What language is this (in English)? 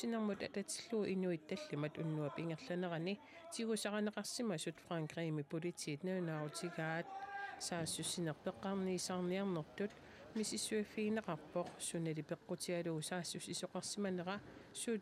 Kalaallisut